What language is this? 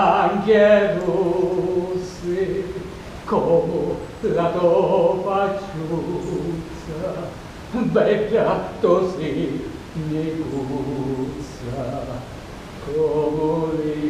Sicilian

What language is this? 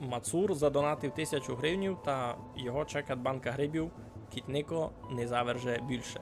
Rusyn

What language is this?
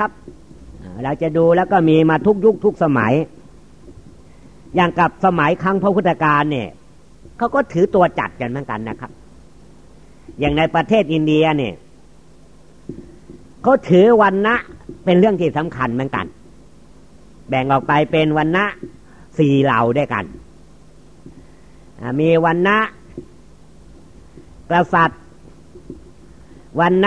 Thai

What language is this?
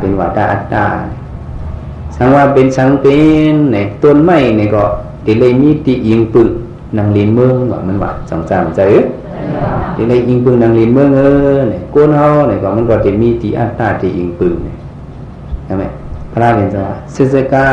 Shan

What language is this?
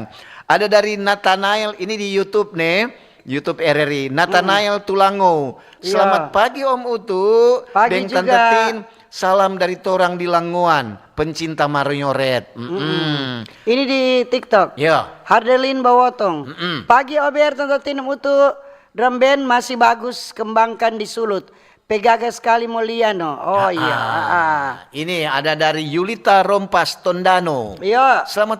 Manado Malay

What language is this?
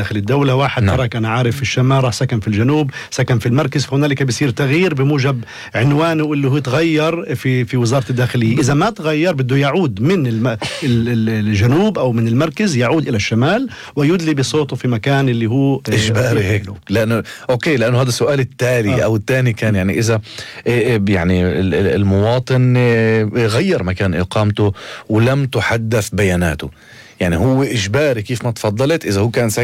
North Levantine Arabic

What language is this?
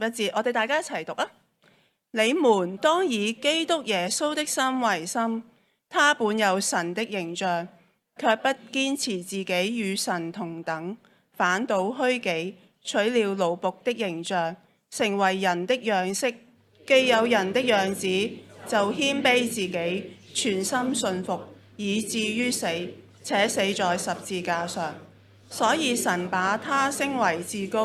Cantonese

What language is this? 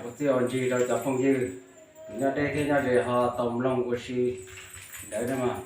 Hmong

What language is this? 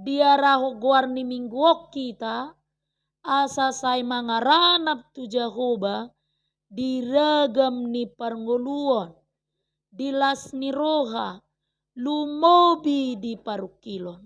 Batak Toba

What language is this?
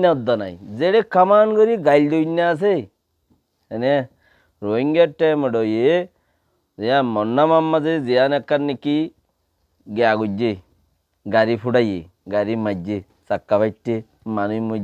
Rohingya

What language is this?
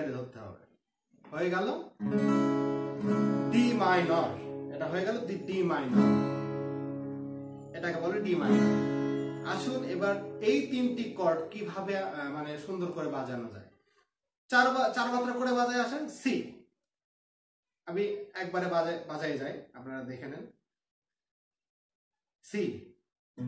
Bangla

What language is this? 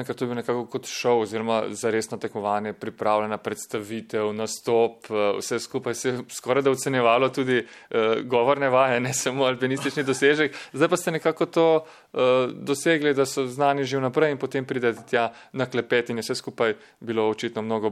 Slovenian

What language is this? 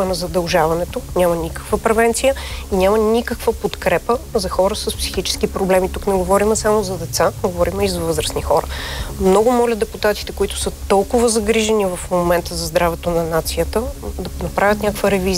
Bulgarian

